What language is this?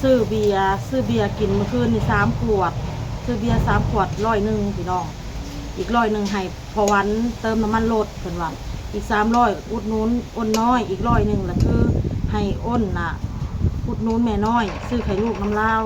Lao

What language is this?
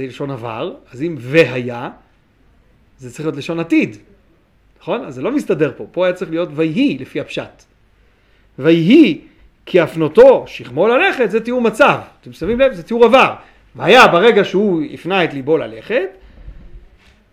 Hebrew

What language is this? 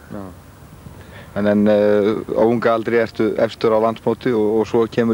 Icelandic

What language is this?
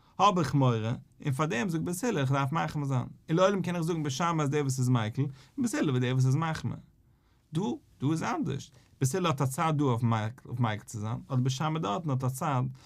Yiddish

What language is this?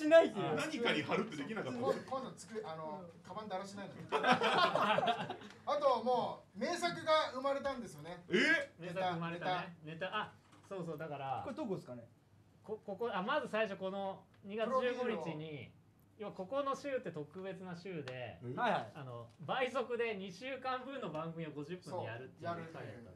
Japanese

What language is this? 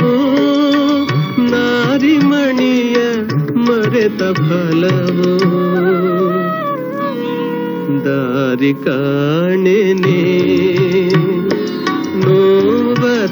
Kannada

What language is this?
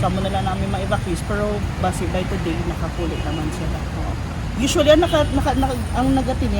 Hiligaynon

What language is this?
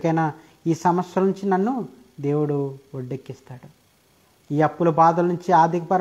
Telugu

